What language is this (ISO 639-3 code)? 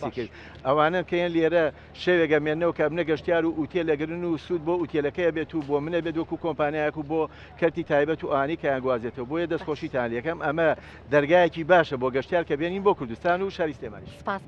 ckb